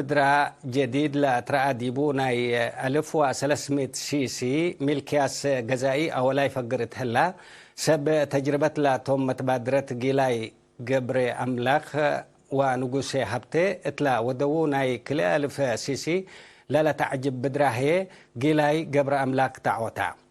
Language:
Tigre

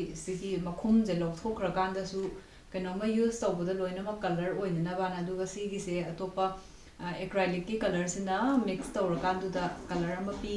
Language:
Manipuri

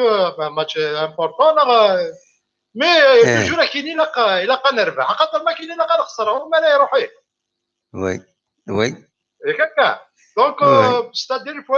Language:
Kabyle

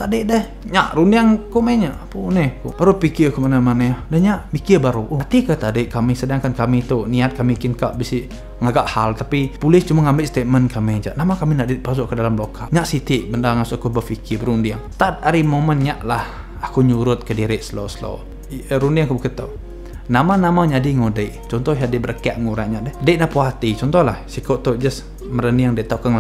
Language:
Iban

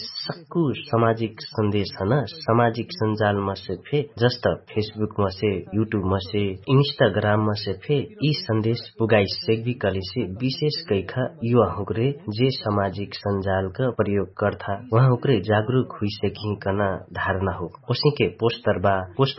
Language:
Dangaura Tharu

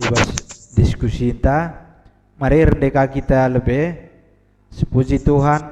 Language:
Batak Karo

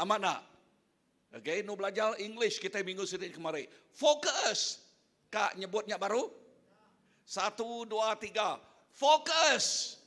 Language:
Iban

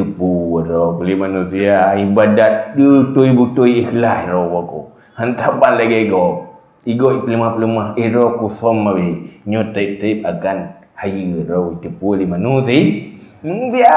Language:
Achinese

